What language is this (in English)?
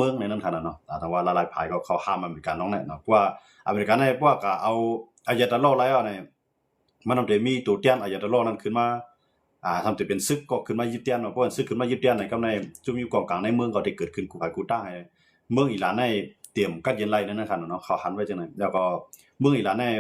Shan